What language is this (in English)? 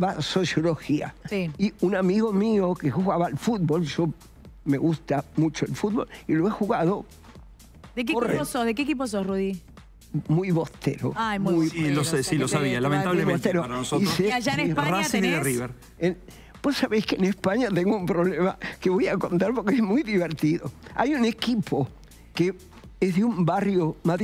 Spanish